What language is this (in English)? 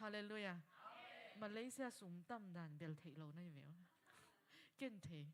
Tedim Chin